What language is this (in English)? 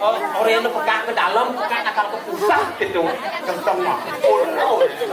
Balinese